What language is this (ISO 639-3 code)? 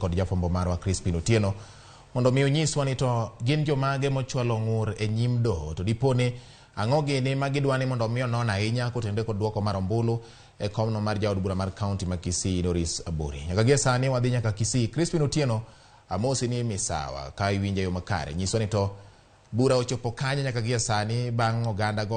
luo